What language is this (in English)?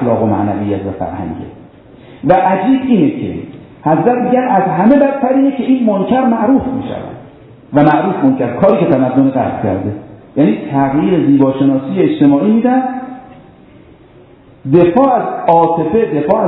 Persian